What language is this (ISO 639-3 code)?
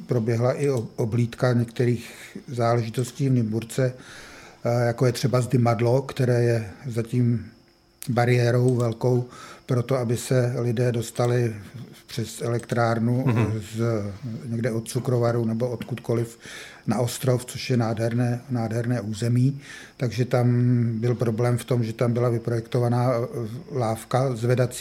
ces